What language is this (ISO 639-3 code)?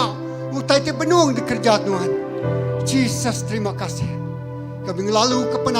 iba